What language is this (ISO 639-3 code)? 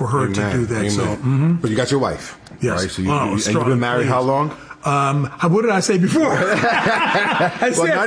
eng